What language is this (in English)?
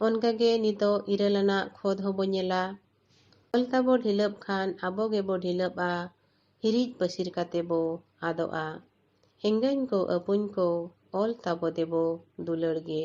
Santali